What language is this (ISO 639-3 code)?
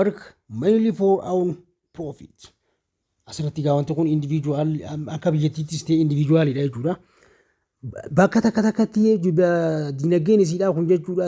orm